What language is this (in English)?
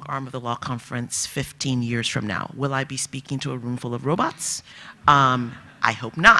English